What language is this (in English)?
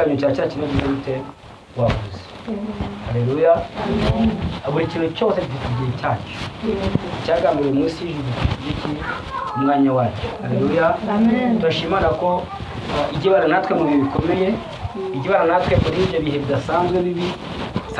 Kinyarwanda